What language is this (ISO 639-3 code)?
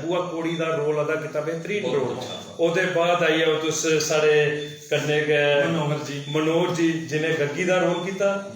doi